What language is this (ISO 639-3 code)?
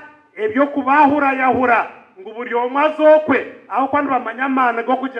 nyn